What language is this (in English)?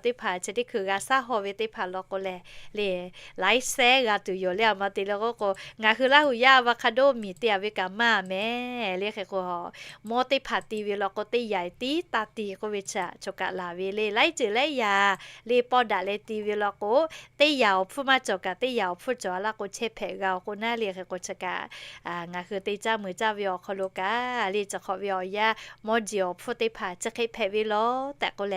Lahu